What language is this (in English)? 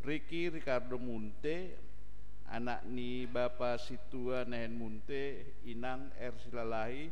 Batak Simalungun